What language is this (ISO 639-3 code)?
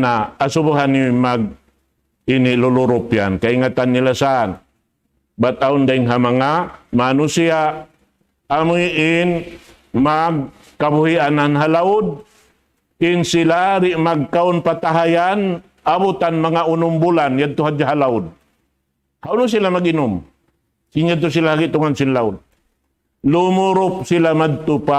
tsg